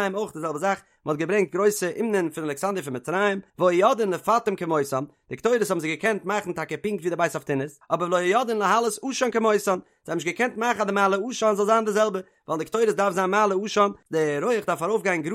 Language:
Yiddish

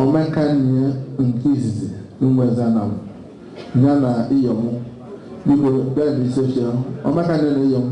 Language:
Igbo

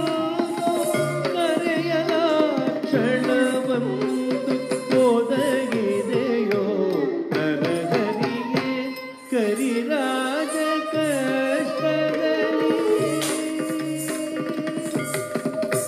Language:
Kannada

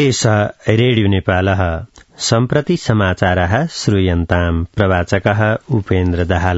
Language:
Sanskrit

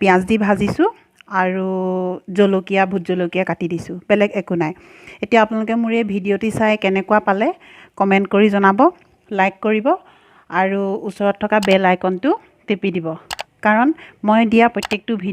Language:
Assamese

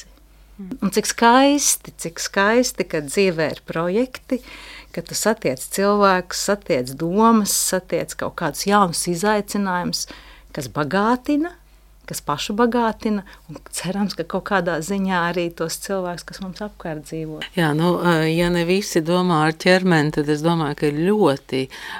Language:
Latvian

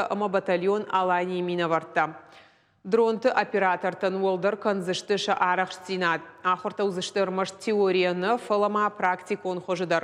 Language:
Ossetic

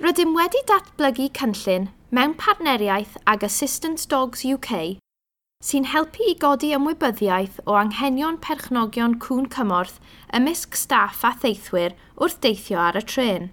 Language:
Welsh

